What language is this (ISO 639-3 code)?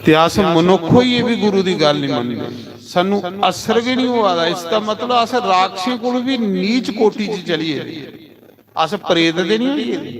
doi